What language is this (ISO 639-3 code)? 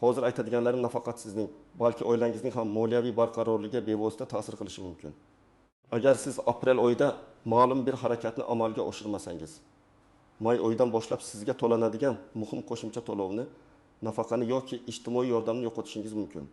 uzb